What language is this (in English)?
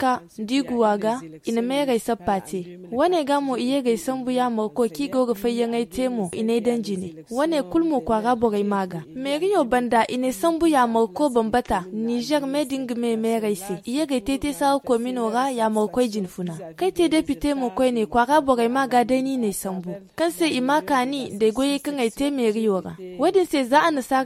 Zarma